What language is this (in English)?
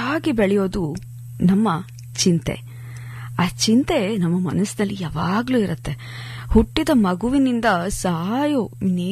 Kannada